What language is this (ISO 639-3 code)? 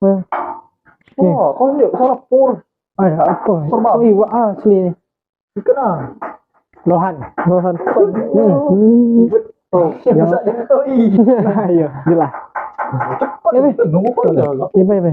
mui